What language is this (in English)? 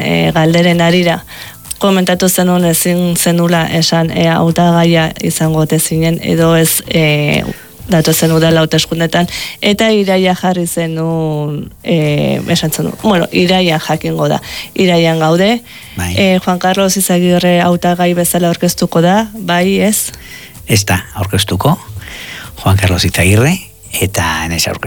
Basque